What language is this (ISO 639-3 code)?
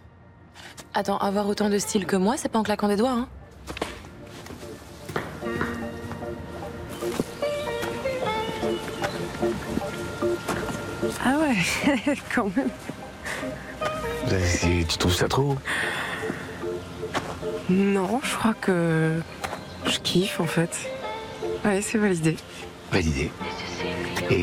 fra